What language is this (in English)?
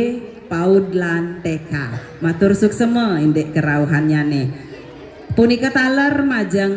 Balinese